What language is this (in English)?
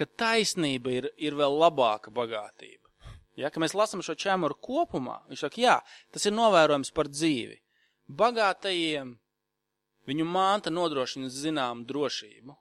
Latvian